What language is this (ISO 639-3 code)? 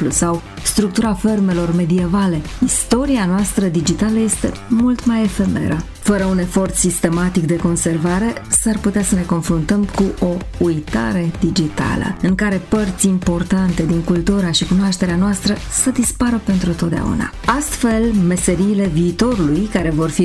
ron